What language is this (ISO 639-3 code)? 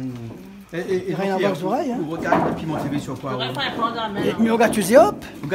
rcf